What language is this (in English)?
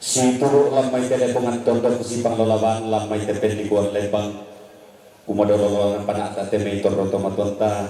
Toraja-Sa'dan